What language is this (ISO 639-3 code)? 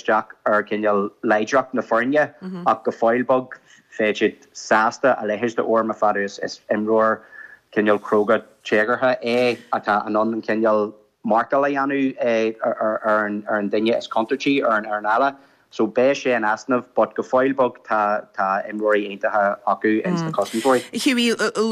gle